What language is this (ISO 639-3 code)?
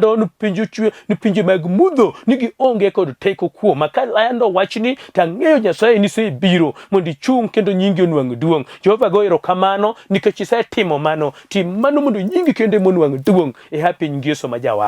luo